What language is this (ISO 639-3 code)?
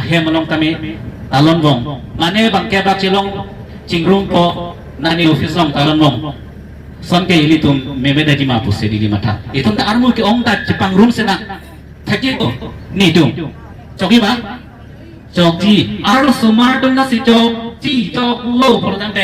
mjw